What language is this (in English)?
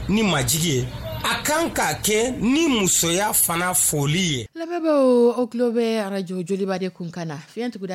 Dyula